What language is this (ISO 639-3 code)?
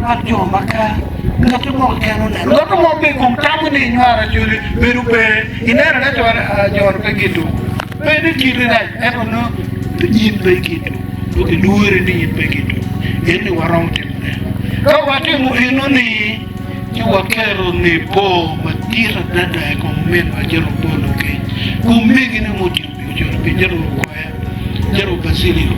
ach